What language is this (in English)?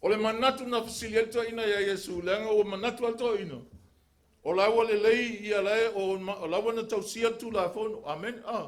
Samoan